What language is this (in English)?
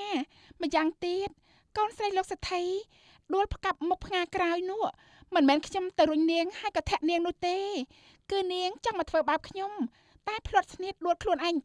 Khmer